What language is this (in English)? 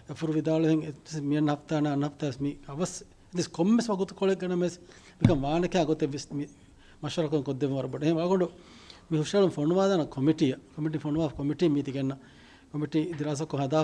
Divehi